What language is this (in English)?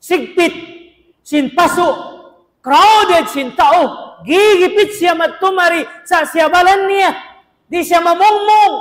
Tausug